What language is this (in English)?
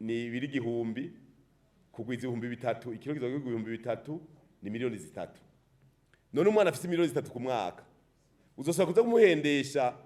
Rundi